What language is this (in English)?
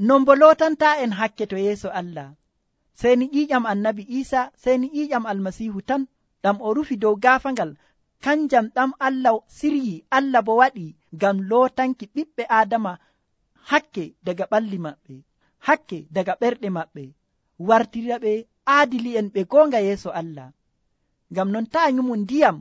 Nigerian Fulfulde